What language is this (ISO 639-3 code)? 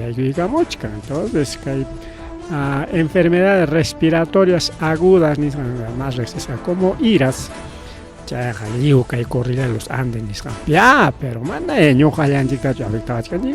quy